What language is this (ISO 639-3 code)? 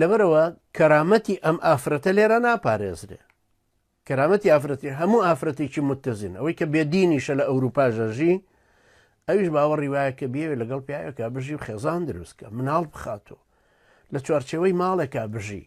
ckb